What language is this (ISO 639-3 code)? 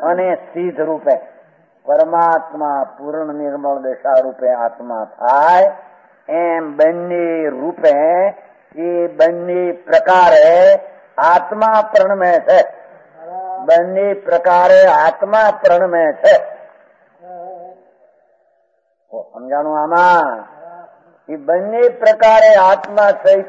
guj